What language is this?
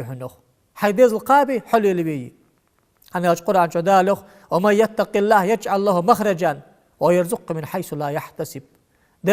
Ingush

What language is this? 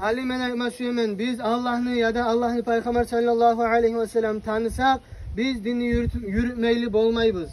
Kumyk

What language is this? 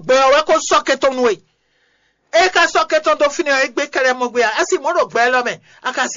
Fon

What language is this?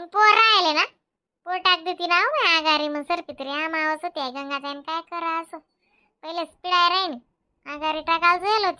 Khandesi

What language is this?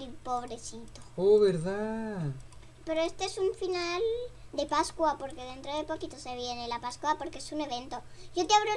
Spanish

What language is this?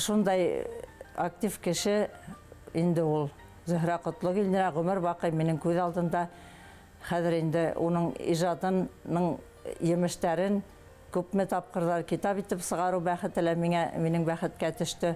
Bashkir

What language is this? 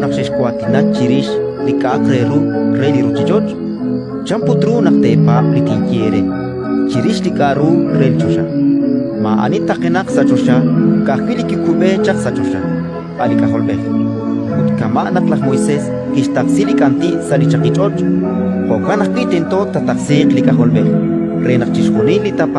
Kekchí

